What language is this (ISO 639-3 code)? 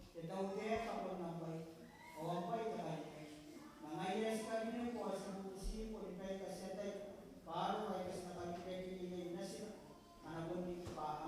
gil